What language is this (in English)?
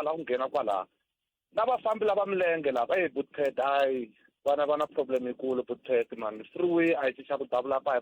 Tsonga